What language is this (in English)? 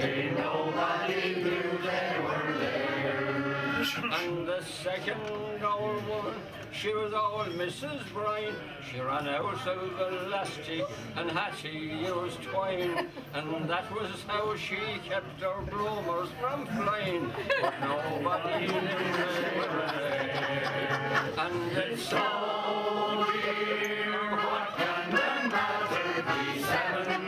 English